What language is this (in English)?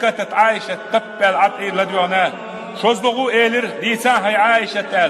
Chechen